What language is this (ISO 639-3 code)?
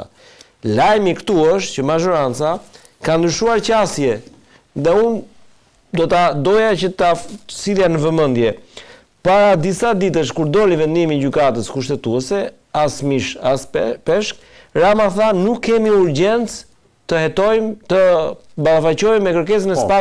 sqi